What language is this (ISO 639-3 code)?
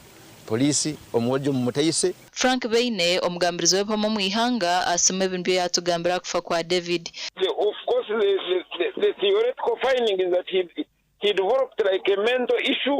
nyn